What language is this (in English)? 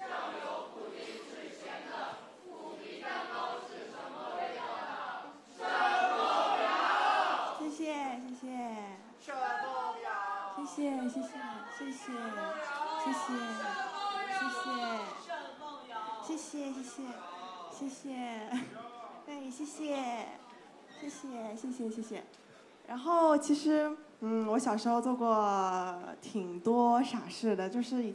Chinese